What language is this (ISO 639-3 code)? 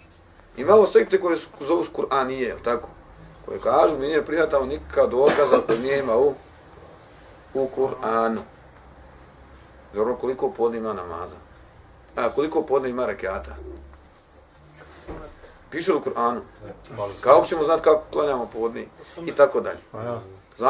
bos